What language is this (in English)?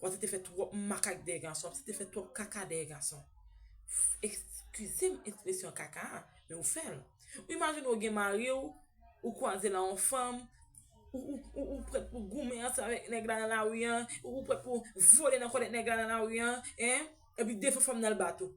Haitian Creole